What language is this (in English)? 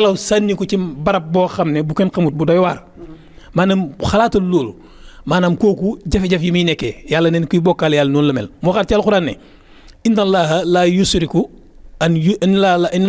Wolof